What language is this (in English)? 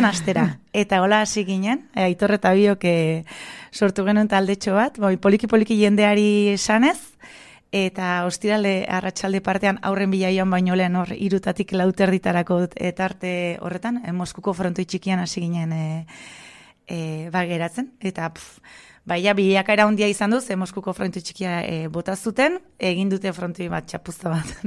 Basque